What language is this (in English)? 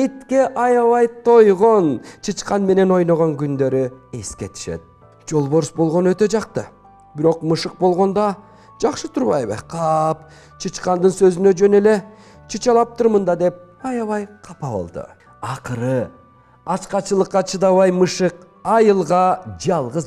Kyrgyz